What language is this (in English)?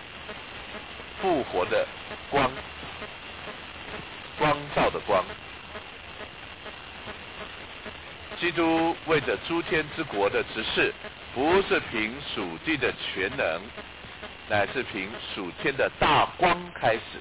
Chinese